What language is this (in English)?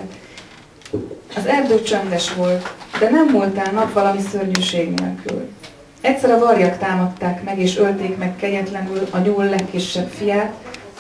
Hungarian